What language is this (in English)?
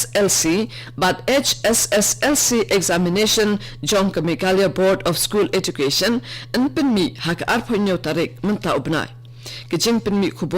Khasi